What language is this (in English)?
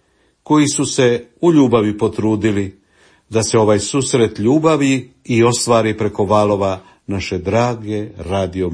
Croatian